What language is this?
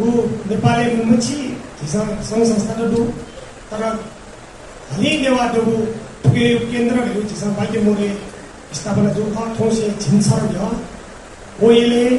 Newari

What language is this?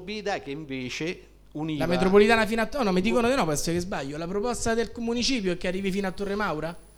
Italian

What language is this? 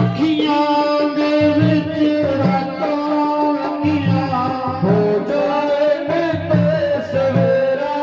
Dogri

